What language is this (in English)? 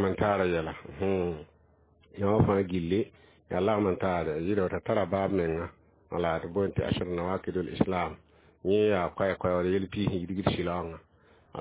Mossi